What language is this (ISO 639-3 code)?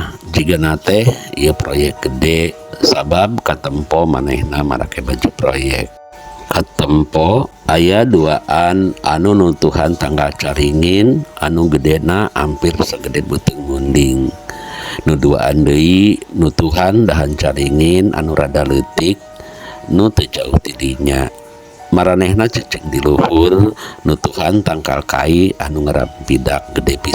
sun